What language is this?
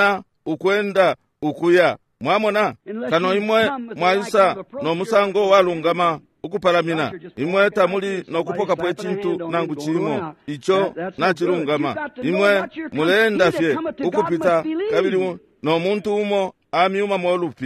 Bemba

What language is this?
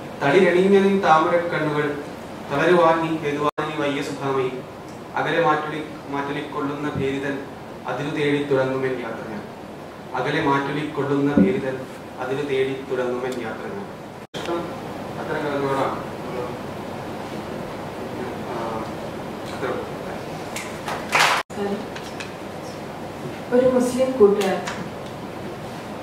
Malayalam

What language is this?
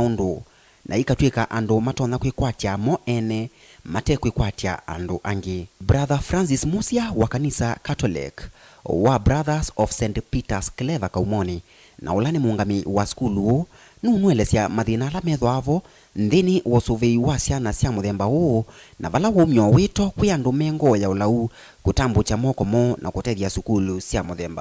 Kamba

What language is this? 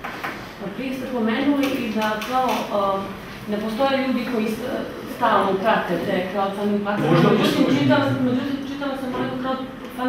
Serbian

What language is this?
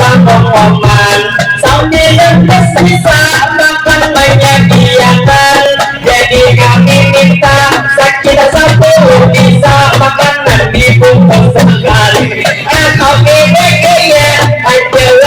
Banjar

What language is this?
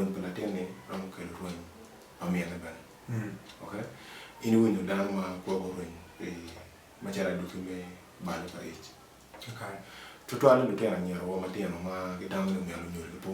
Acoli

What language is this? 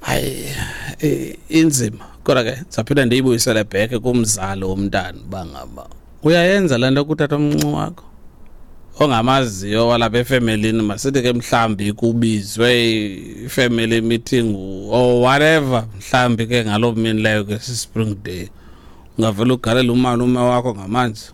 Xhosa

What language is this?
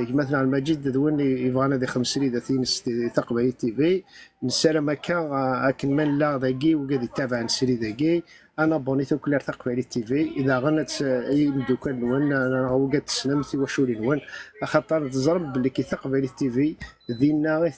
Kabyle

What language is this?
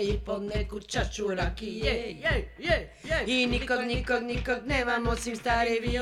Serbian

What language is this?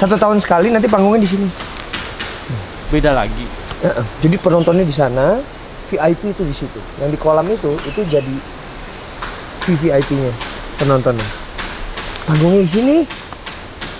Indonesian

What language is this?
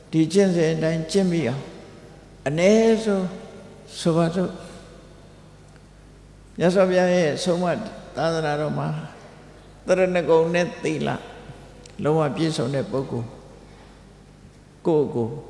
Burmese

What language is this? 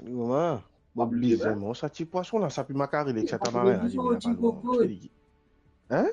Morisyen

